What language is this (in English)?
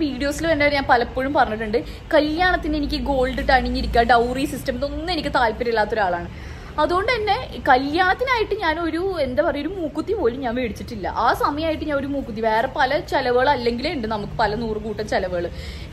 Malayalam